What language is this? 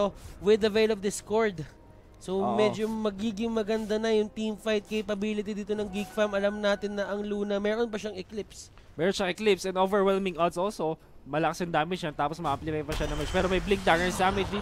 Filipino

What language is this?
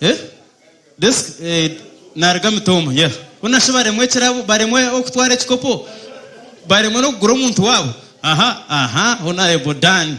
Nyankole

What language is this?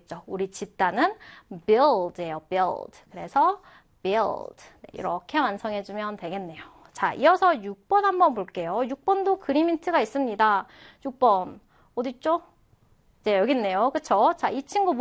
Korean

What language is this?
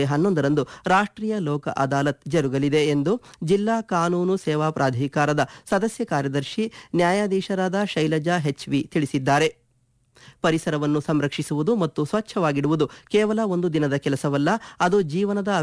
Kannada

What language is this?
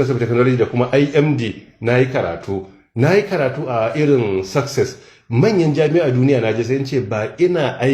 Hausa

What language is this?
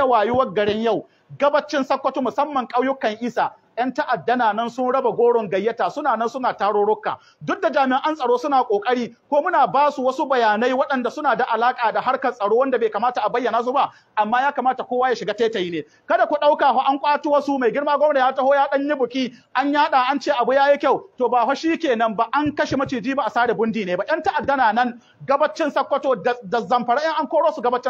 Hausa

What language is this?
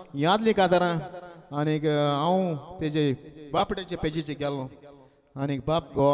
Konkani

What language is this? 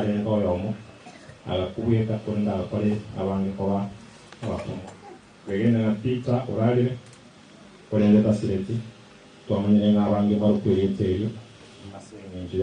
Gusii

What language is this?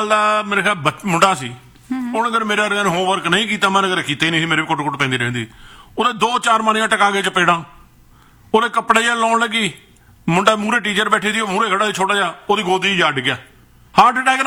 Punjabi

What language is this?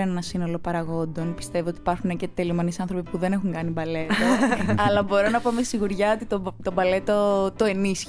Greek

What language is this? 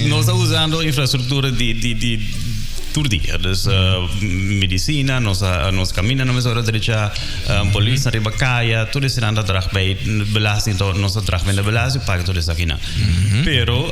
Papiamento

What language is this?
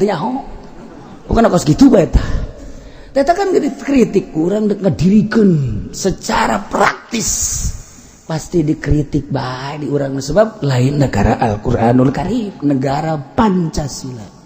Sundanese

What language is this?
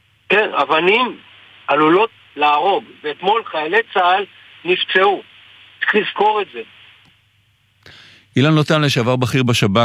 Hebrew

